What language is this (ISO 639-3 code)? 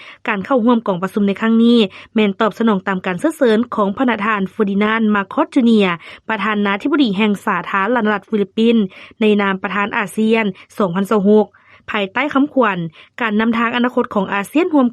lao